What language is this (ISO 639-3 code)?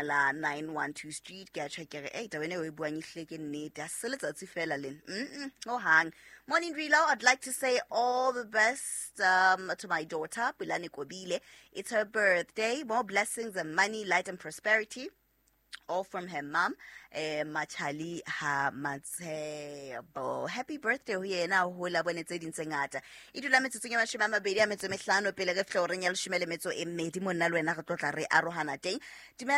sot